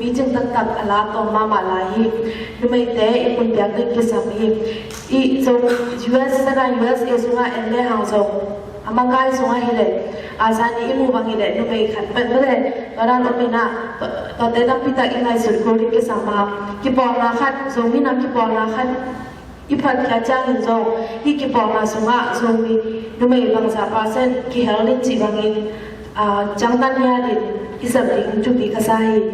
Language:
Tedim Chin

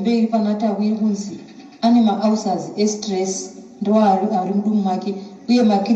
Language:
Shona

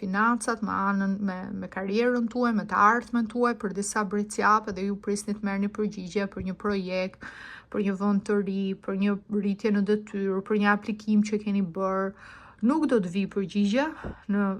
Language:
Albanian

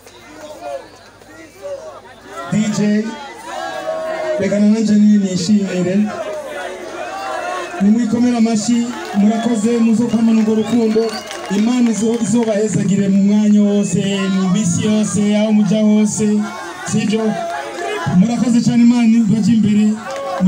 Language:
Rundi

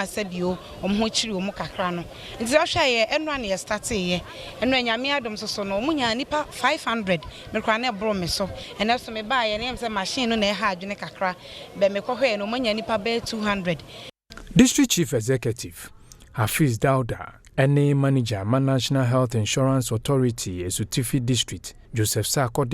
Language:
Akan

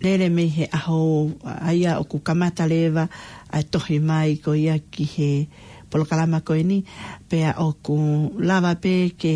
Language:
Tongan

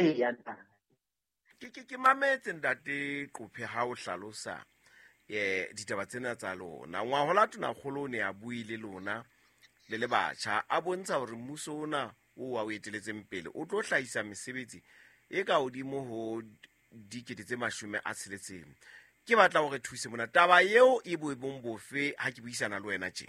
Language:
Southern Sotho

